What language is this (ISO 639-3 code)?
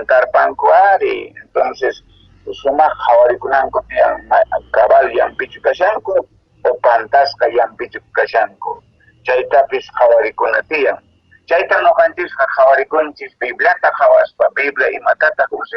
que